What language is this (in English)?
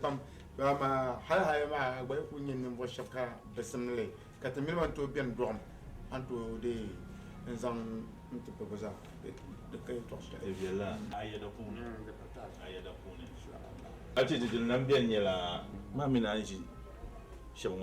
Dagbani